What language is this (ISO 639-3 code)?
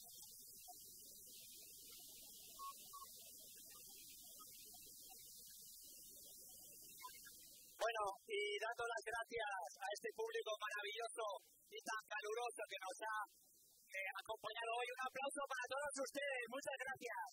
spa